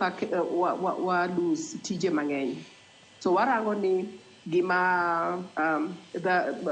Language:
Luo (Kenya and Tanzania)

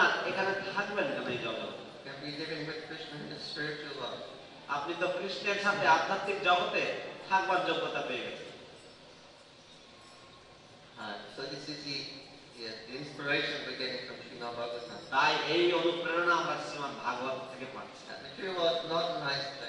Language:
Bangla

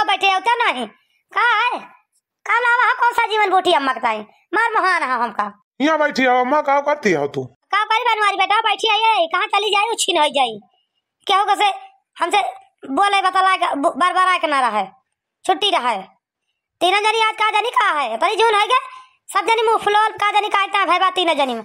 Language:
Awadhi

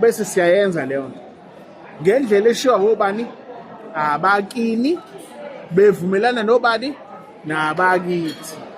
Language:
Zulu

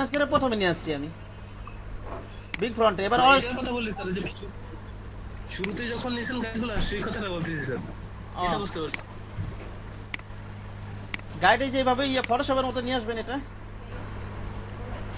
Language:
Bangla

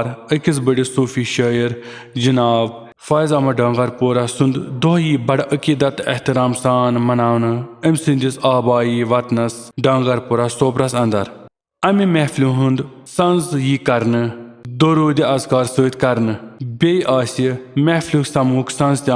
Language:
Kashmiri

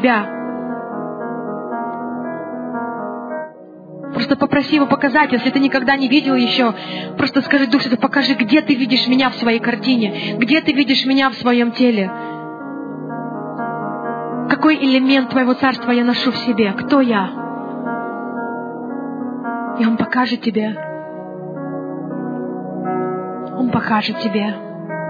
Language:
Russian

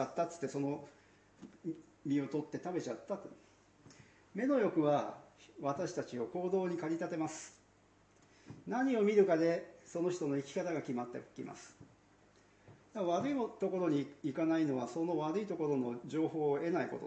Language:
Japanese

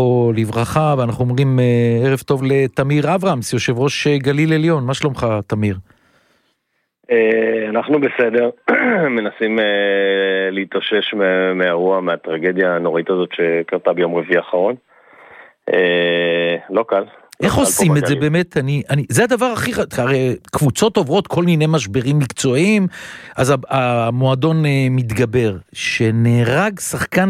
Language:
Hebrew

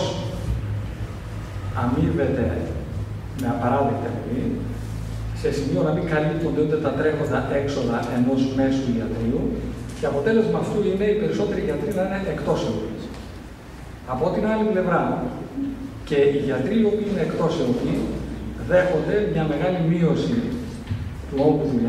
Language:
Greek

